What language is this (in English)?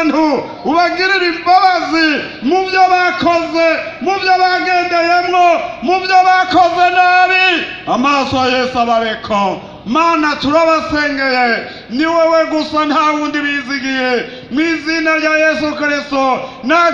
Rundi